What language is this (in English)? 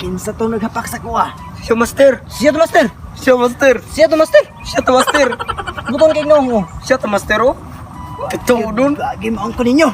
Cebuano